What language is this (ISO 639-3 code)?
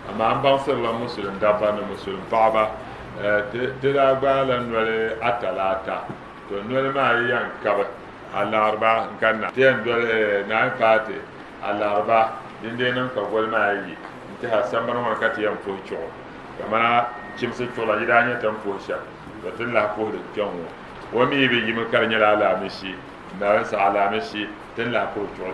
dag